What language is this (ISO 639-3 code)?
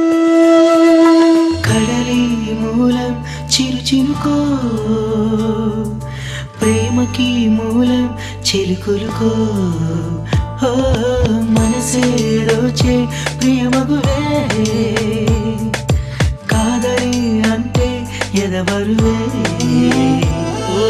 tel